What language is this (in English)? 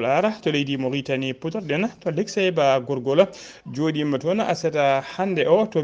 Fula